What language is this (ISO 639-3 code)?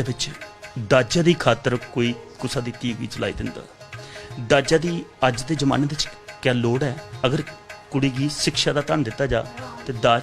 doi